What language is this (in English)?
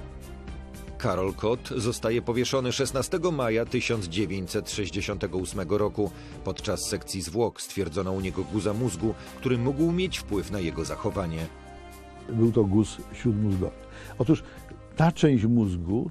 Polish